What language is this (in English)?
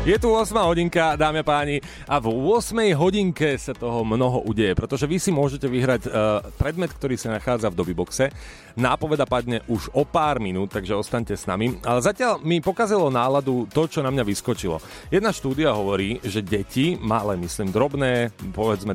Slovak